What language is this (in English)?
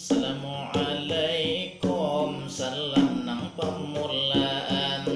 Banjar